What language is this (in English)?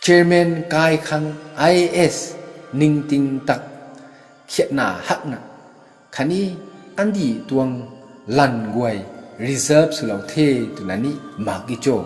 Rongmei Naga